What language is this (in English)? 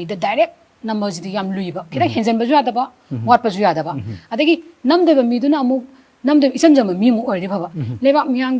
Manipuri